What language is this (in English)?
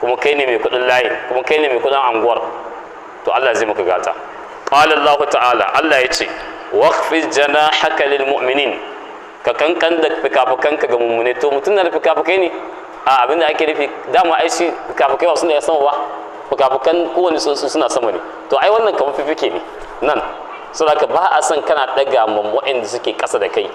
Hausa